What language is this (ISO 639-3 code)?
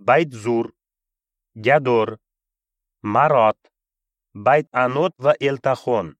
uzb